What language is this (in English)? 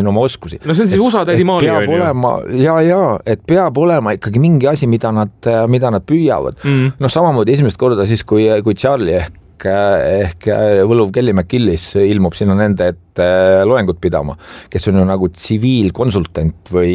Estonian